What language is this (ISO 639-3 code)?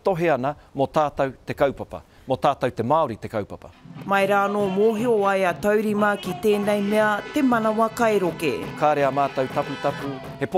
mri